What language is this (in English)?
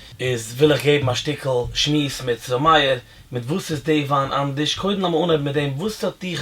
Yiddish